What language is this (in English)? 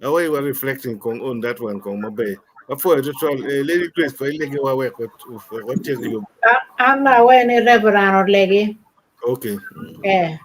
Acoli